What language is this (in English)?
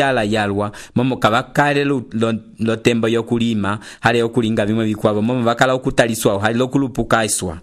Umbundu